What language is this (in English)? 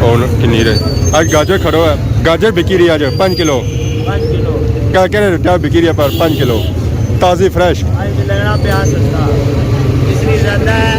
Pahari-Potwari